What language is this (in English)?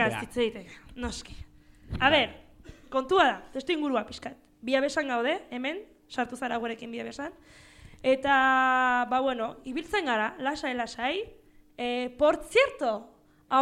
Basque